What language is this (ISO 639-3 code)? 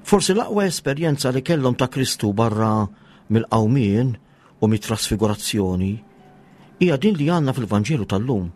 mlt